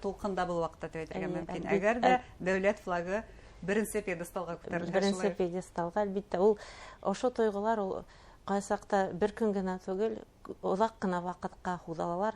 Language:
Bashkir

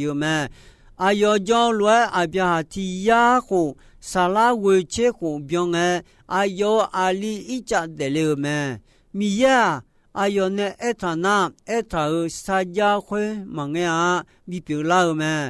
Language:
Akha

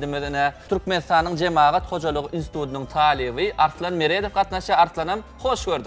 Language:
Turkmen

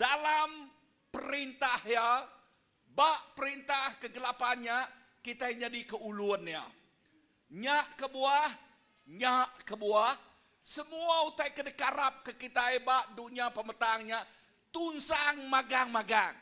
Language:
Iban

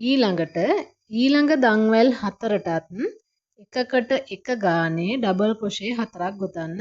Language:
Sinhala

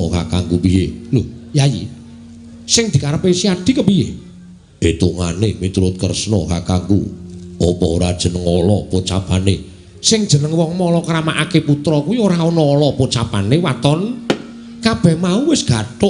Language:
Javanese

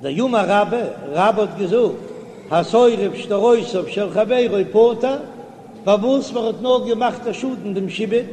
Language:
Yiddish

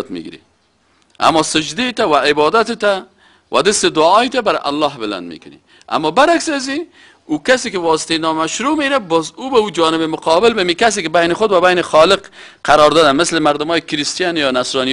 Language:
Persian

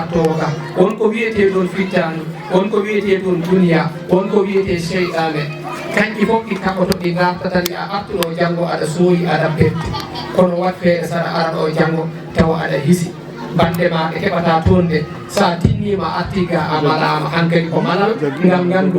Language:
Fula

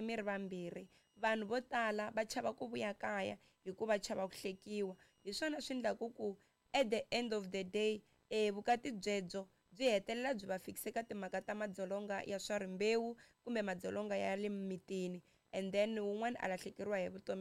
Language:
Tsonga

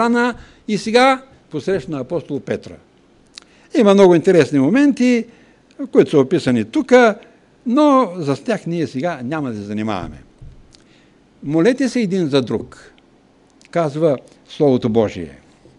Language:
Bulgarian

